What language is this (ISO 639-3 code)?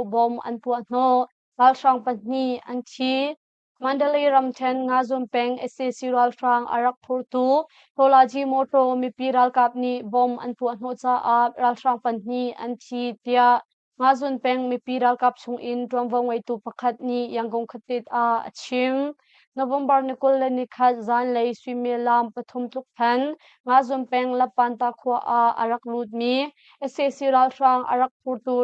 cnh